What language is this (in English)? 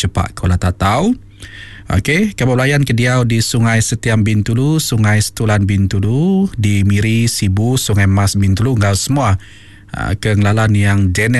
Iban